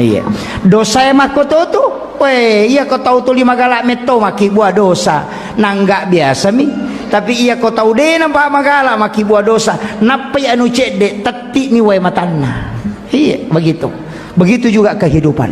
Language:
Buginese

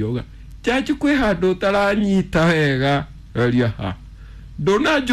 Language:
Kikuyu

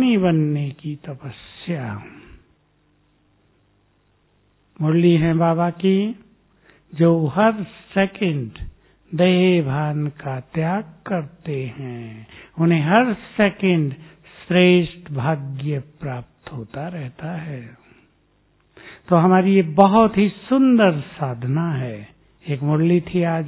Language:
Hindi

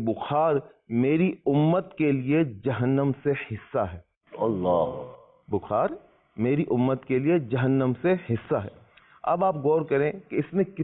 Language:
Urdu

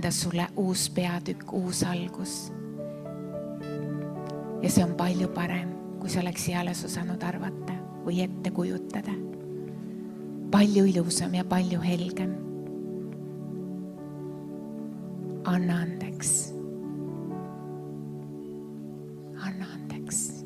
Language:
Estonian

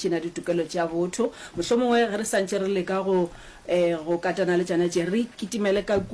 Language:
Northern Sotho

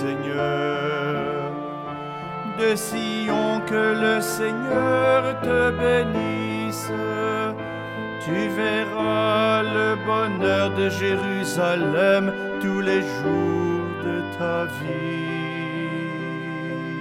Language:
French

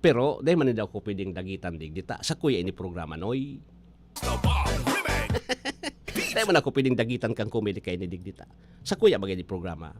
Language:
Bikol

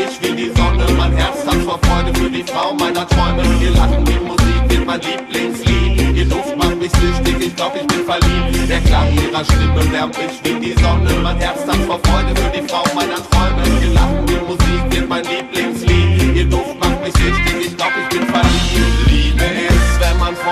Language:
German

